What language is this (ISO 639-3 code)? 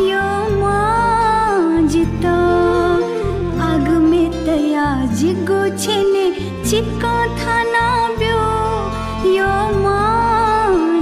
new